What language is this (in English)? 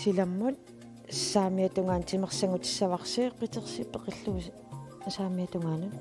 Kalaallisut